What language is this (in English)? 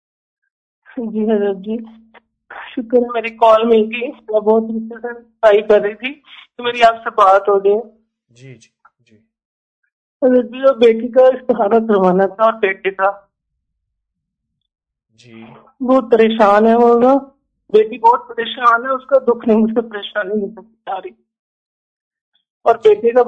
Urdu